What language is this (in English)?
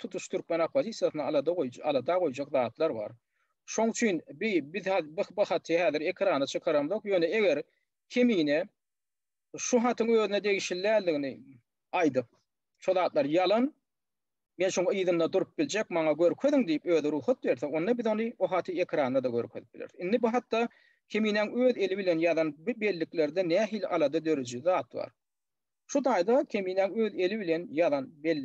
Turkmen